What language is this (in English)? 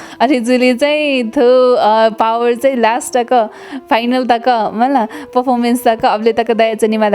Newari